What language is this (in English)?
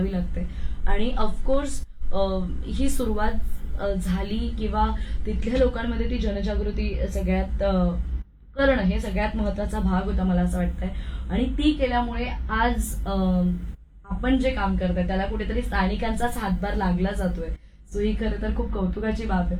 Marathi